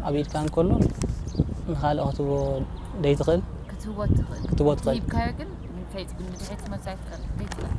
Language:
Tigrinya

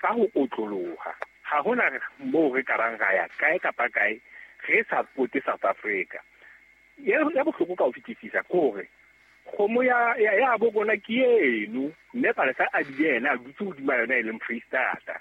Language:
Southern Sotho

